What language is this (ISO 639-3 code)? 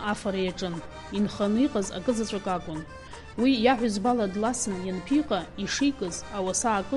abk